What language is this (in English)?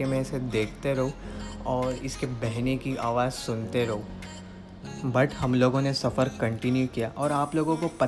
Hindi